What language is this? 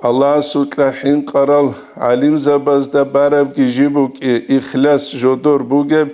Avaric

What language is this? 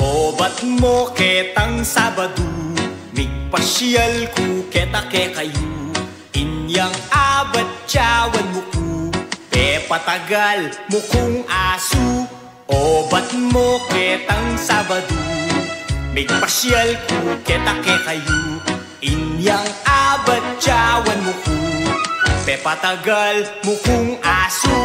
Pampanga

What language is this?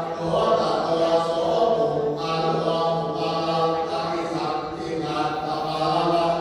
Pali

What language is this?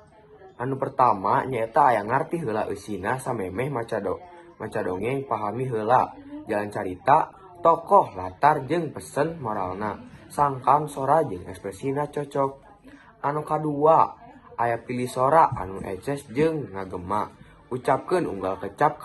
Sundanese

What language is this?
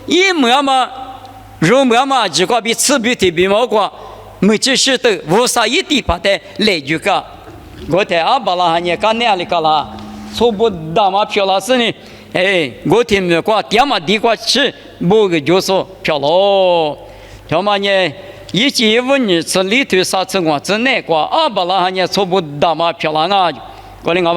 Lisu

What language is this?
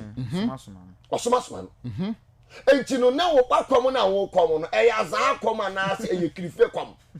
Akan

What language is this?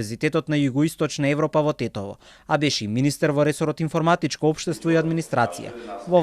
Macedonian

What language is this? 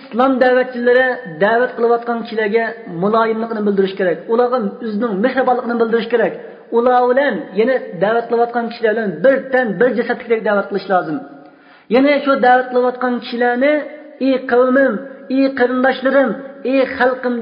Uyghur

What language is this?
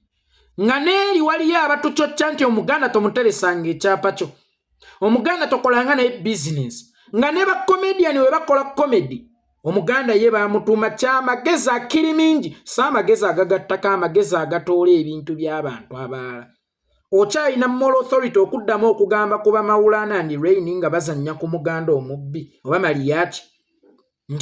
Ganda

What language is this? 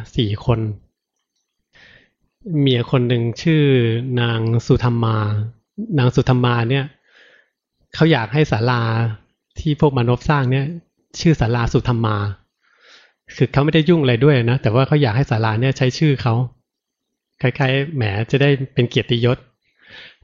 Thai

